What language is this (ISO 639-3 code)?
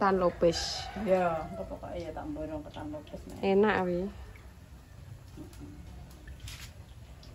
jav